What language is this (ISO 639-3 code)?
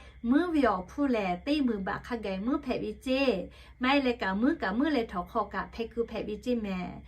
lhu